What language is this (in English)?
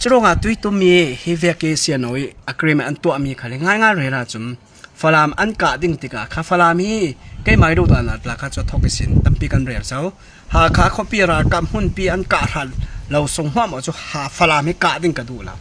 Falam Chin